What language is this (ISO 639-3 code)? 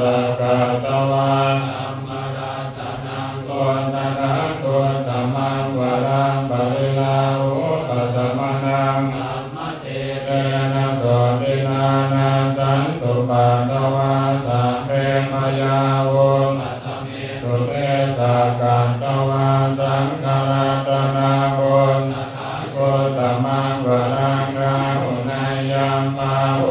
pli